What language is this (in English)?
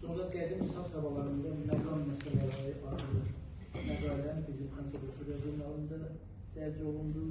Azerbaijani